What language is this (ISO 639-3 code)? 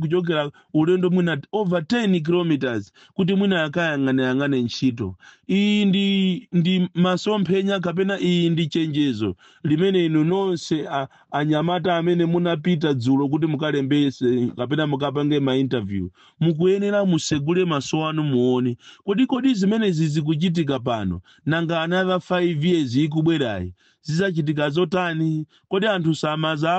nya